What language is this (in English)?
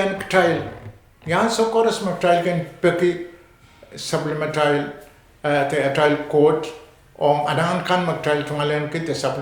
Pohnpeian